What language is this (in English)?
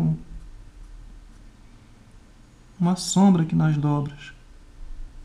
Portuguese